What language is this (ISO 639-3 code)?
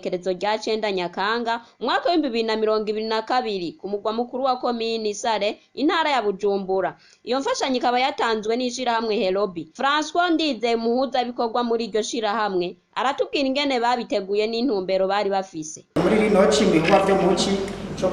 run